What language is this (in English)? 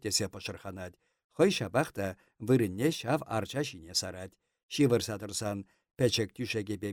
Chuvash